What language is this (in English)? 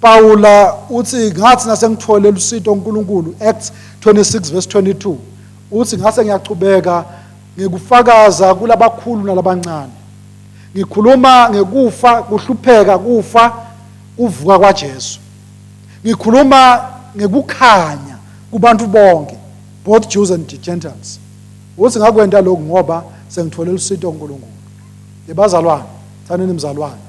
Swati